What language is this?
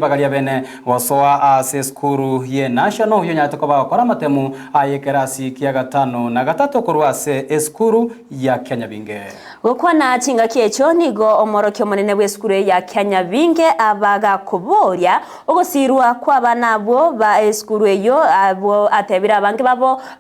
Gusii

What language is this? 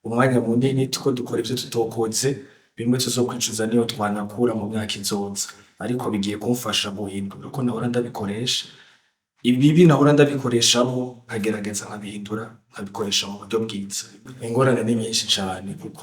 Rundi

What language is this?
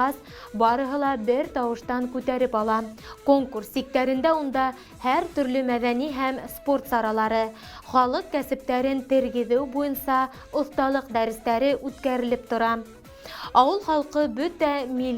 Bashkir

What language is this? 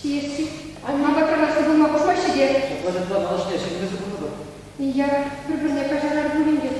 Chuvash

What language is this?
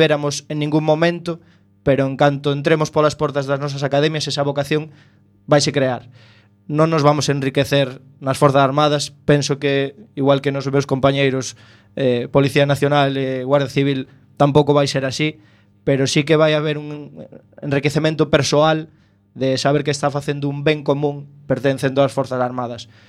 Galician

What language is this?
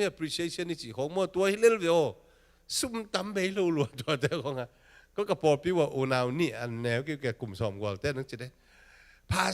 Tedim Chin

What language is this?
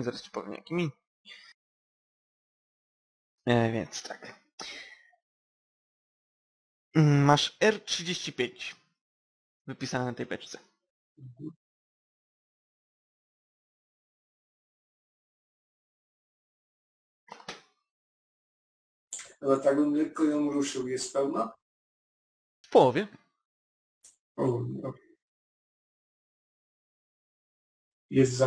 Polish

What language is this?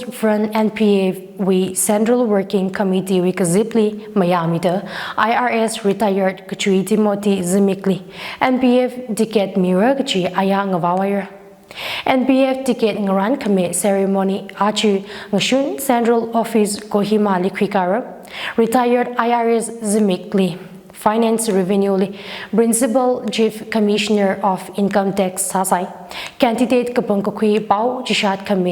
Tangkhul Naga (India)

